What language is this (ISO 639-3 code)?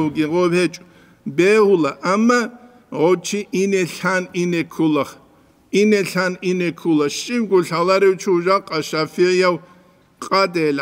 ava